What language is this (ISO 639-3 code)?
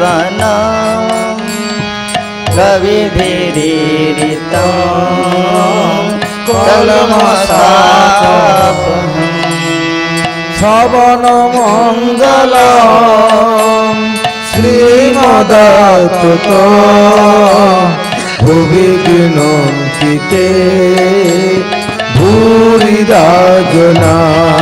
ben